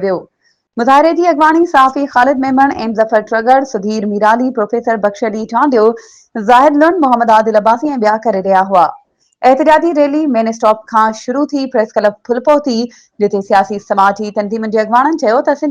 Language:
Sindhi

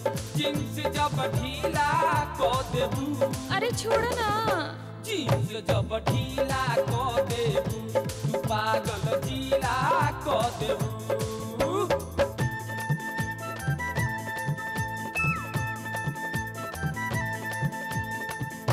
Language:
Bhojpuri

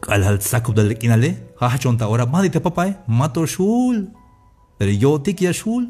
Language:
Tzeltal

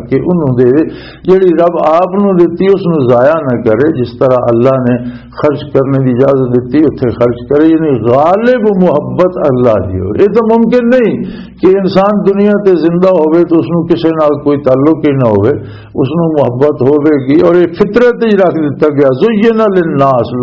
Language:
Western Panjabi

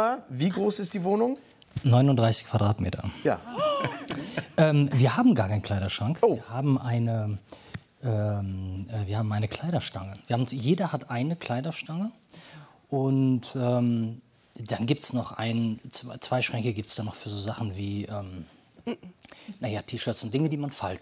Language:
German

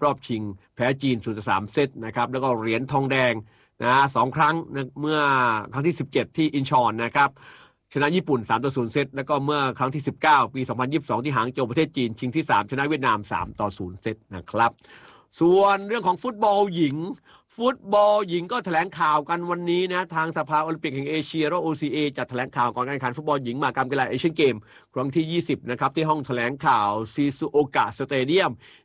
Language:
Thai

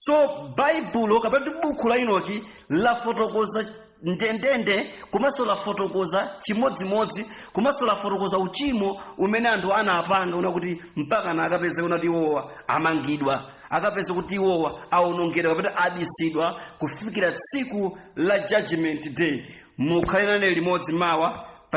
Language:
Nyanja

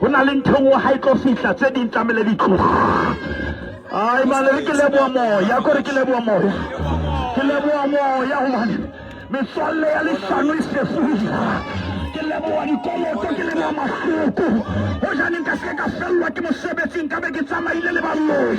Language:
Southern Sotho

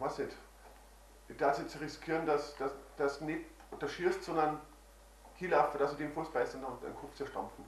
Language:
Bavarian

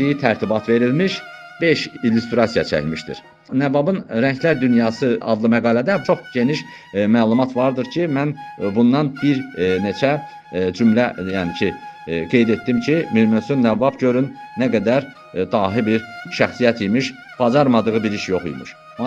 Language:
Azerbaijani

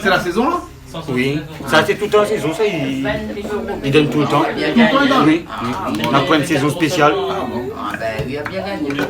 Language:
Réunion Creole French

